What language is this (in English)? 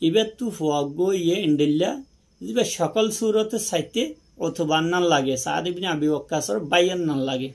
Rohingya